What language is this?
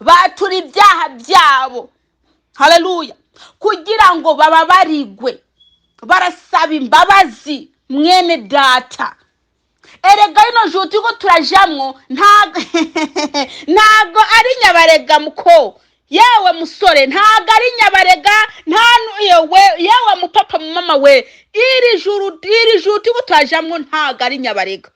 Kinyarwanda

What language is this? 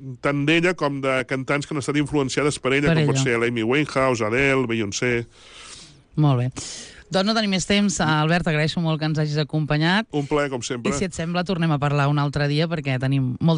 Catalan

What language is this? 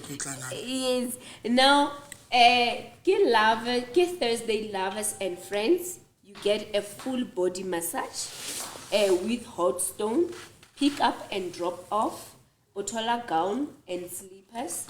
Southern Sotho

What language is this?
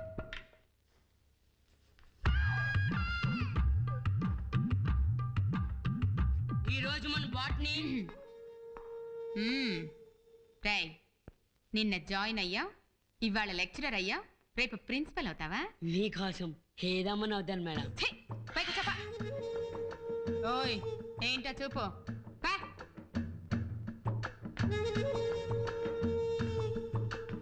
Telugu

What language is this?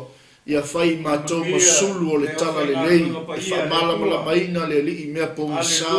Samoan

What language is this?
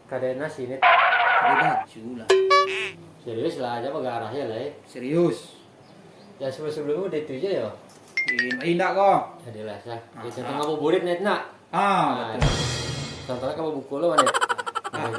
Minangkabau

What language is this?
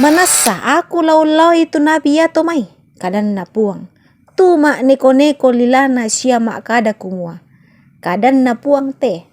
Toraja-Sa'dan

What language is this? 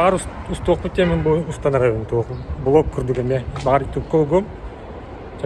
Yakut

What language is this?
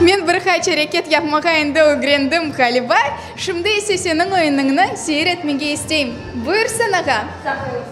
Crimean Tatar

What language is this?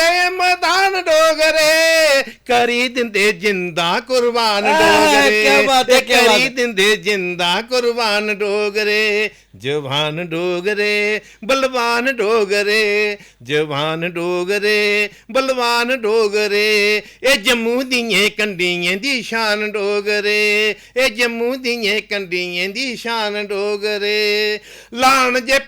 Dogri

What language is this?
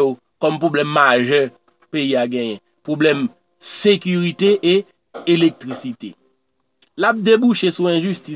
Haitian Creole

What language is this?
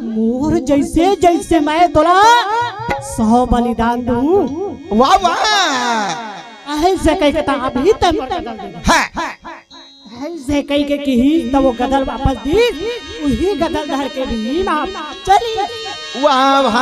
Chhattisgarhi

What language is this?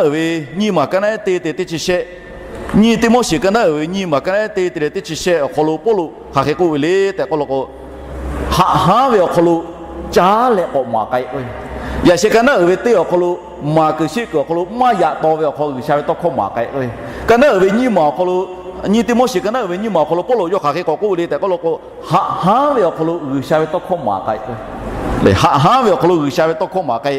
Lahu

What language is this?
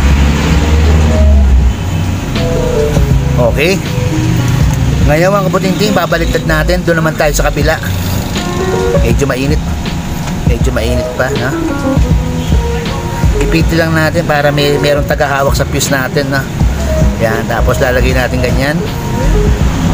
Filipino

